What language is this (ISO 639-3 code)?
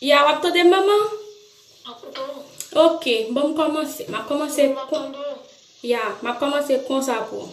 hat